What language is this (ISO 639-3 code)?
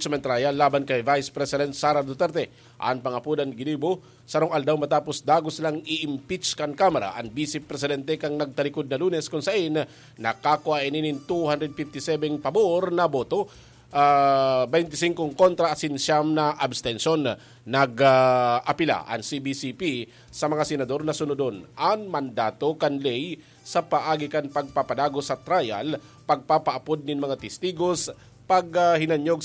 bik